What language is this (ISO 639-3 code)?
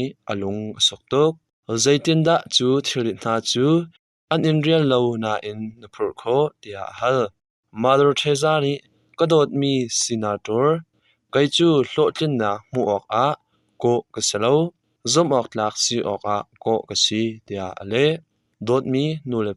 cnh